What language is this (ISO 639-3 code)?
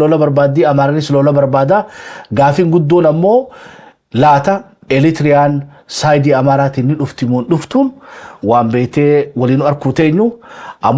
orm